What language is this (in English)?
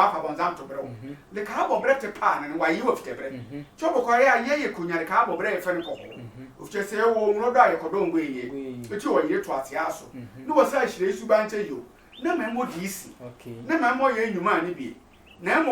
Sehwi